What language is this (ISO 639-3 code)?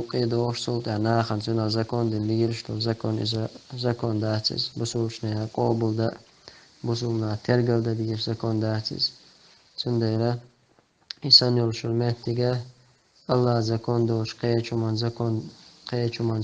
che